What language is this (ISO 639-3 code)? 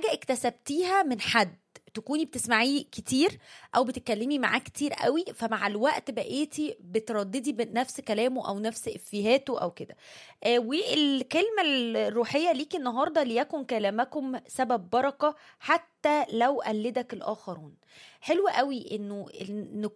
arz